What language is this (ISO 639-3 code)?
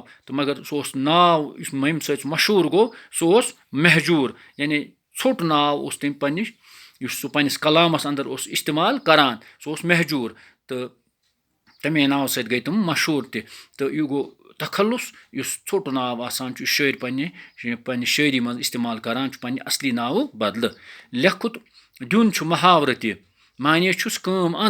kas